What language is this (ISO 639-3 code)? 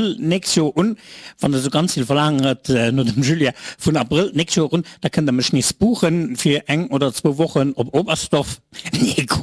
ltz